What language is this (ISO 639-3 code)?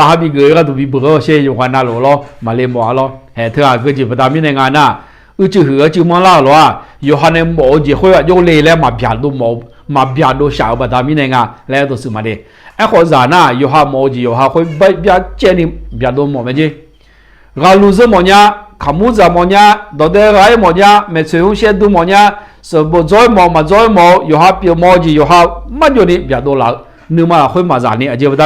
ahk